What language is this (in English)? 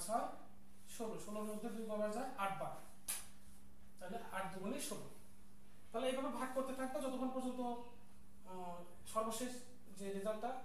Bangla